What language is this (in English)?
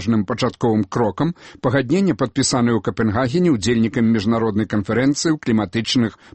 Belarusian